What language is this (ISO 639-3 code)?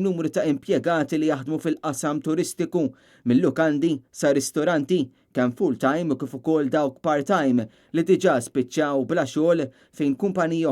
mlt